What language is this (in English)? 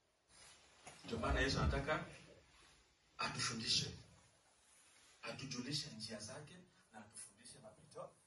Swahili